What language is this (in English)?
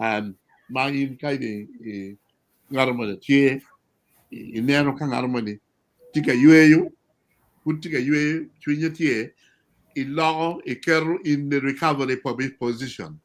Acoli